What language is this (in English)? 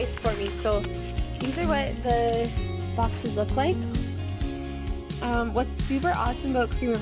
English